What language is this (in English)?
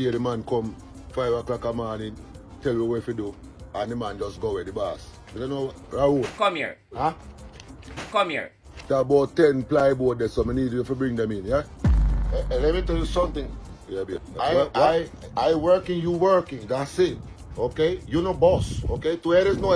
Jamaican Creole English